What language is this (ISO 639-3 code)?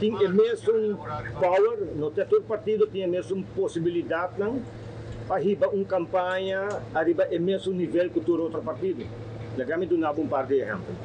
pap